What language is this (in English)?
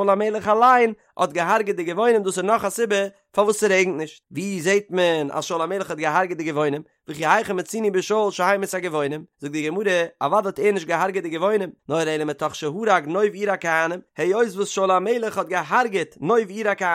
Yiddish